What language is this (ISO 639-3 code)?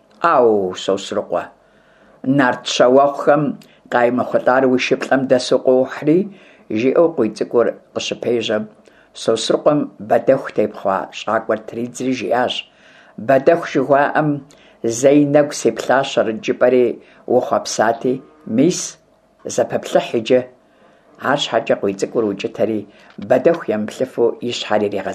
kbd